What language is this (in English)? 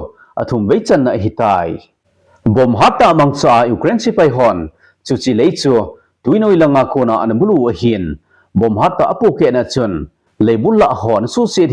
Thado Chin